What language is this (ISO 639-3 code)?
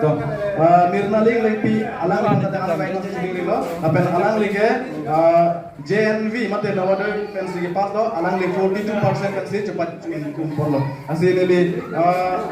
mjw